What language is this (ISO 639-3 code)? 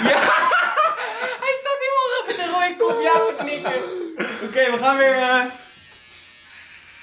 nld